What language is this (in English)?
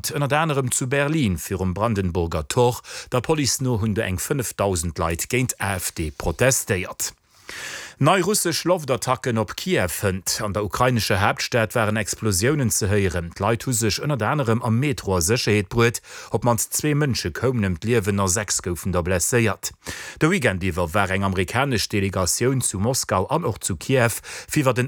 Luxembourgish